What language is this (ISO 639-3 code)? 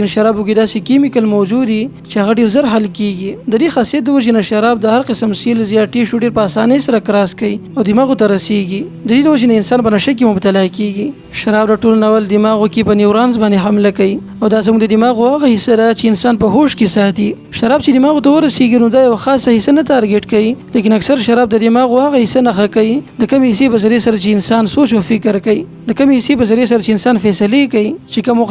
pus